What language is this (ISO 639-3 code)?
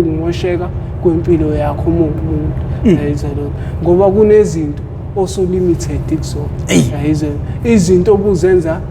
zul